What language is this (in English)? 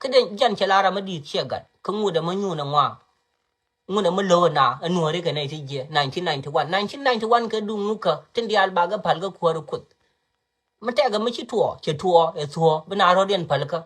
Nuer